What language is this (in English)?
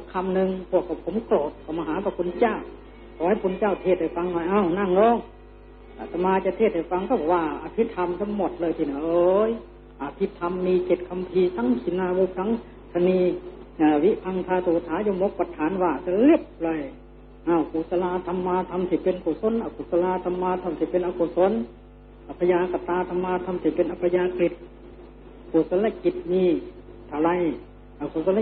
Thai